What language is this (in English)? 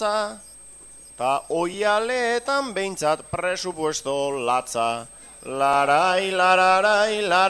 Basque